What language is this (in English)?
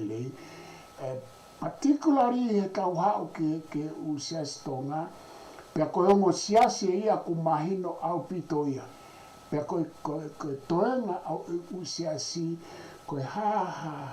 Tongan